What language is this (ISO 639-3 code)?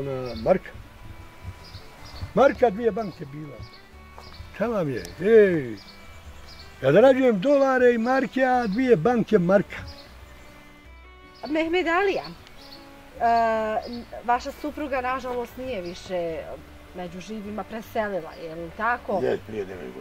bos